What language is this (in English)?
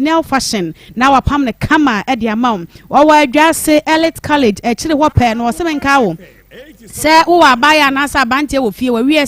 Akan